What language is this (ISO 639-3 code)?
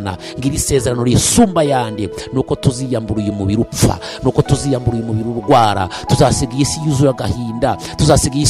kin